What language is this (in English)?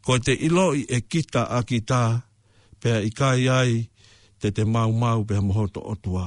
Tongan